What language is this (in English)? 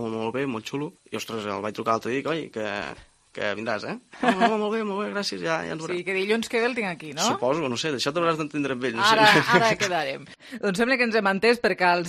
Catalan